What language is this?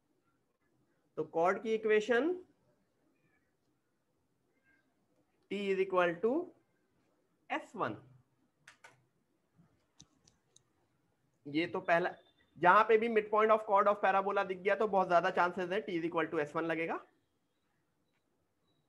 Hindi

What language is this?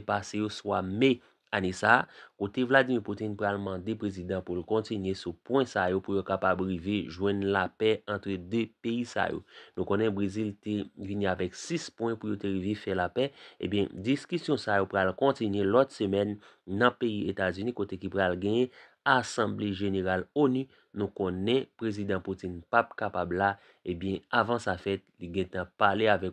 Haitian Creole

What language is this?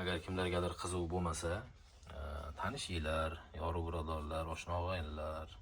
Uzbek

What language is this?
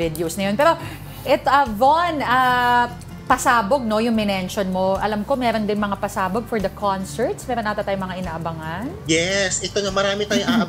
Filipino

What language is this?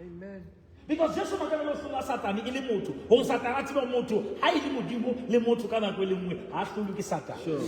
Southern Sotho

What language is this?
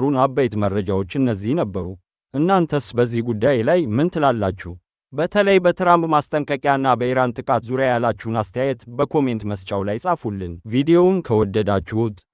Amharic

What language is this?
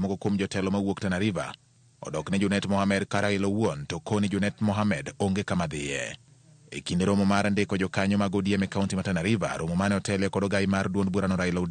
Luo (Kenya and Tanzania)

